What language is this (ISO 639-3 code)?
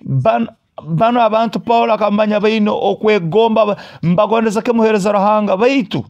nyo